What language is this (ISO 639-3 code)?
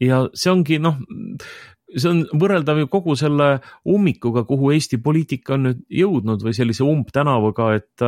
est